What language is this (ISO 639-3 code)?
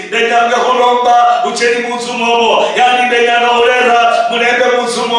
luy